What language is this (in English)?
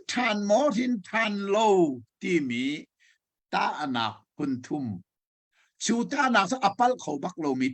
Hakha Chin